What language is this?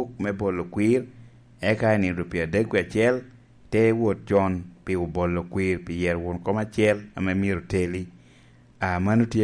Lango (Uganda)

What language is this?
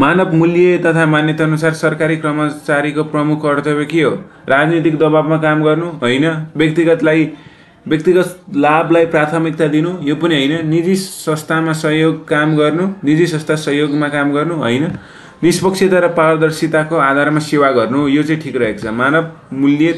Nepali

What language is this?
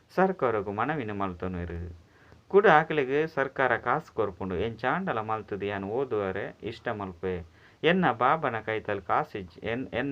Tulu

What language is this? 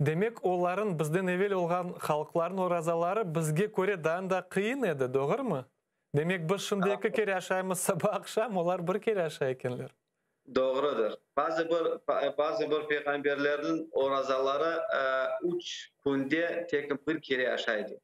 Crimean Tatar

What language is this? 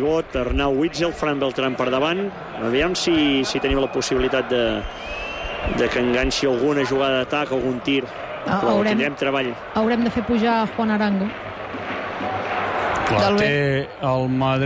Catalan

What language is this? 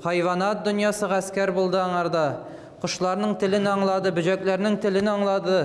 Tatar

